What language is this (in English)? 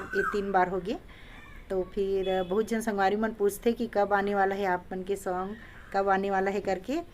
Chhattisgarhi